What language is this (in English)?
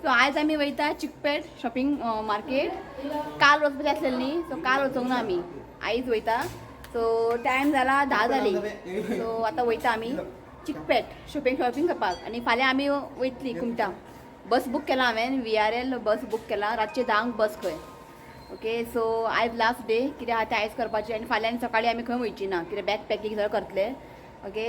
Konkani